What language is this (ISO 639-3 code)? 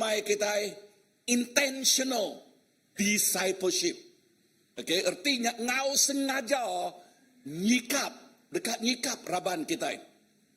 iba